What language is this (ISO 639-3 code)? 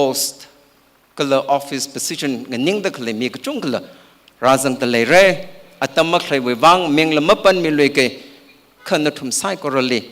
nmf